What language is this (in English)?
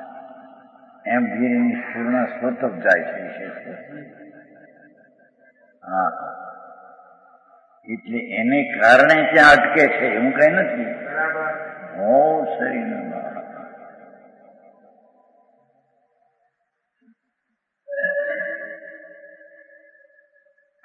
Gujarati